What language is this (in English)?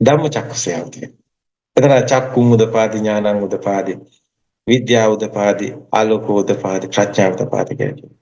Sinhala